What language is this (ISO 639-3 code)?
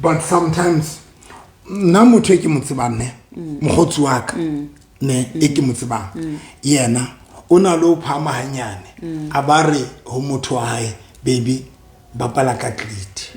sot